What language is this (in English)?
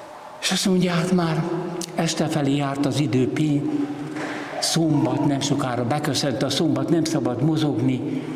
Hungarian